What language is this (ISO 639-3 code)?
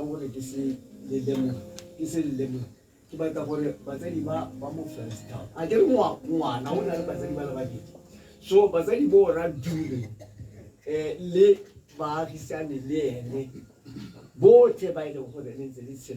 tsn